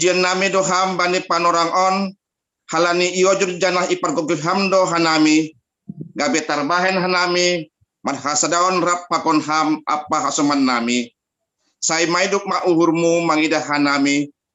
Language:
Batak Simalungun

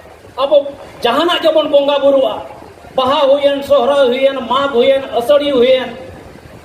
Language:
Santali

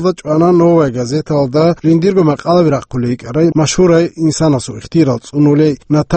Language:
Avaric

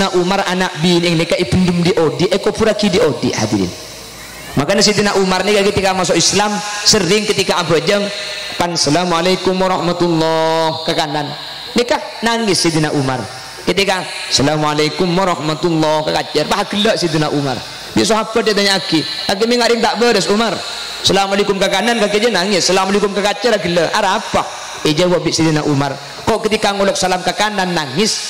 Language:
Madurese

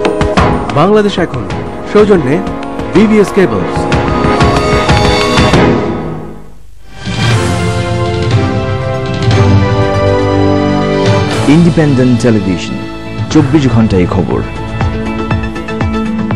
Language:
Bangla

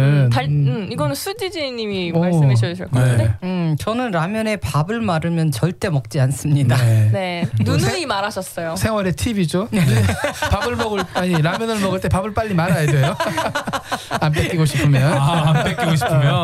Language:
Korean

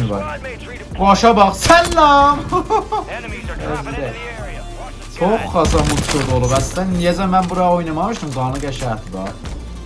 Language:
South Azerbaijani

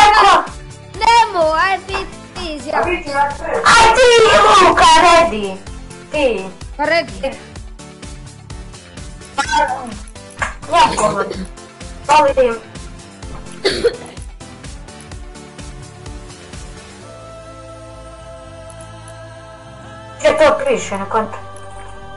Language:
Croatian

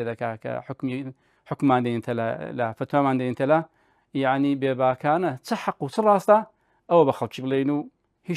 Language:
Central Kurdish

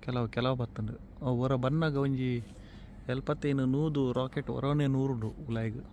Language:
Tulu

